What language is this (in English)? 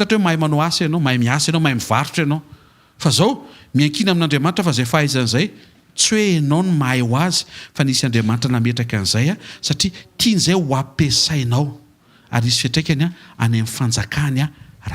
Malagasy